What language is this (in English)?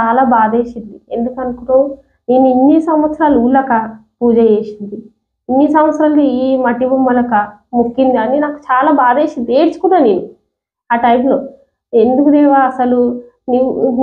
Telugu